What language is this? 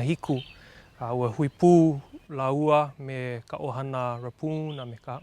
Hawaiian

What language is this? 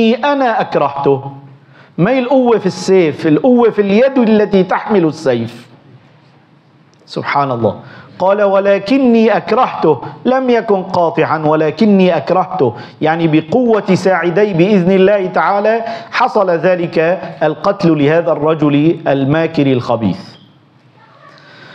Arabic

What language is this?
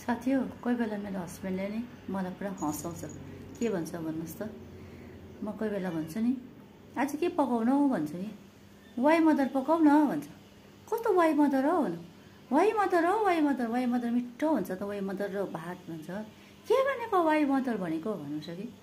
Nepali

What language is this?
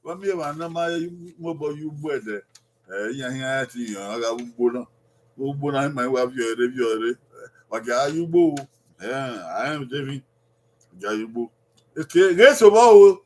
Bini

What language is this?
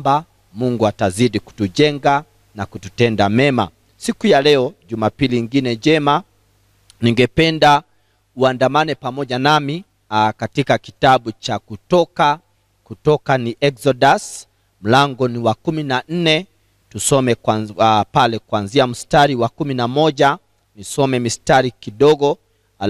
Swahili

